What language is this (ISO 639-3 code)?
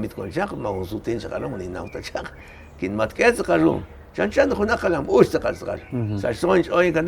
kek